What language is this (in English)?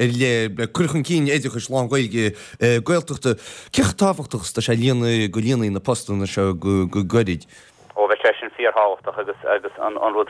Irish